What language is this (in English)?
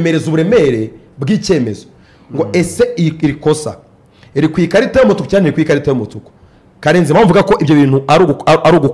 Kinyarwanda